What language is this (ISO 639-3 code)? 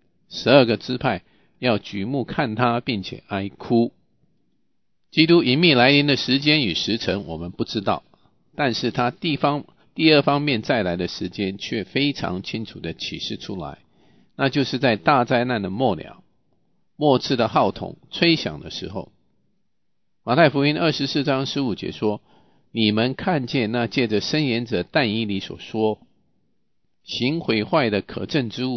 zho